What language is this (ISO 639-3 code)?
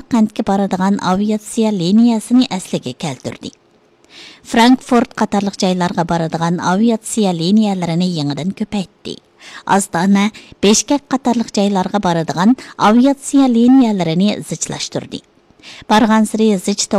uig